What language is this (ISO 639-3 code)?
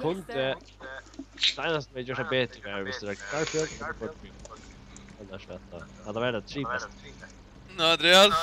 fao